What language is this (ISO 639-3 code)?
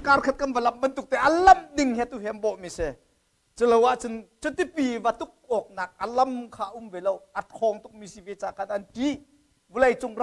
cnh